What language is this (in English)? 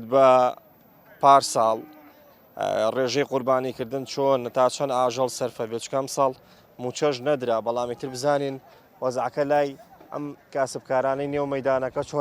Central Kurdish